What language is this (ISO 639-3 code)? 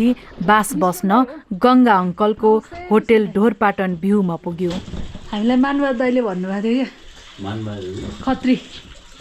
nep